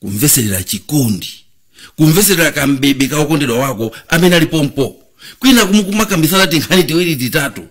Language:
Nyanja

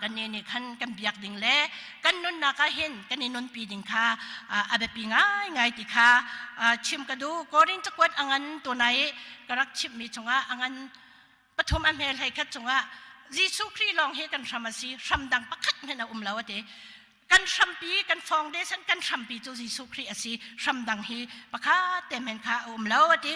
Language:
Hakha Chin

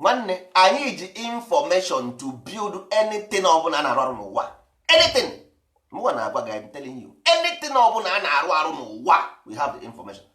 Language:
Igbo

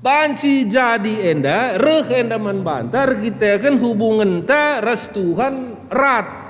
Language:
Batak Karo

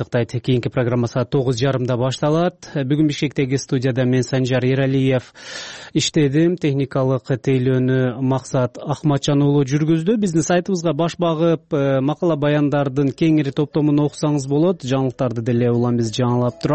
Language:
Kyrgyz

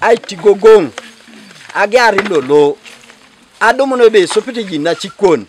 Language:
Teso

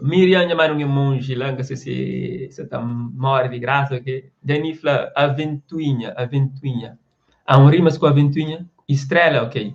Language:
Kabuverdianu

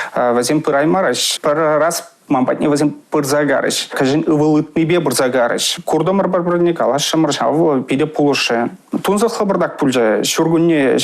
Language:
Chuvash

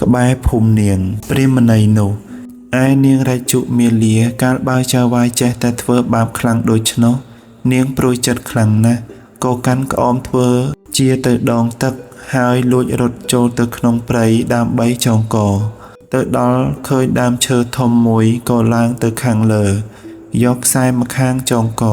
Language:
Khmer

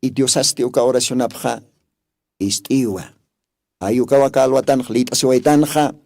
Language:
Aymara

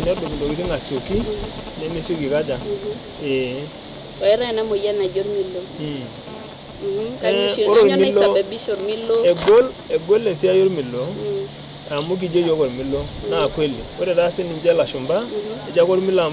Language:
Masai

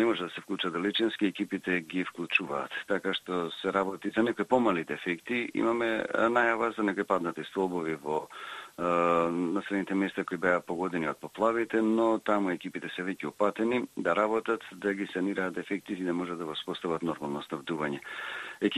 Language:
Macedonian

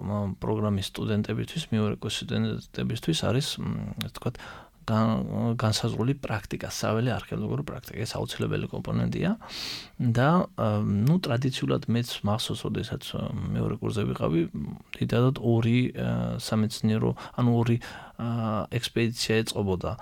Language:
Georgian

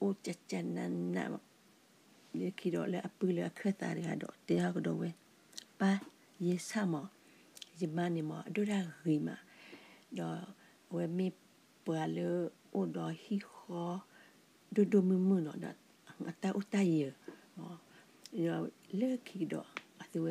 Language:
S'gaw Karen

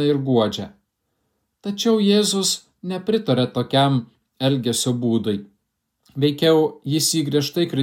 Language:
Lithuanian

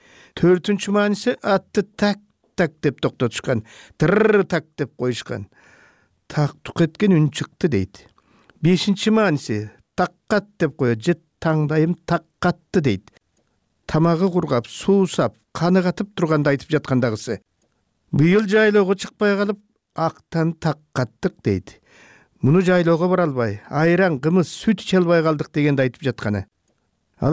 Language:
Kyrgyz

